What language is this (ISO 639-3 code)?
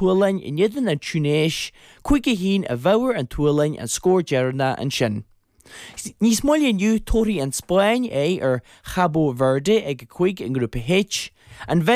gle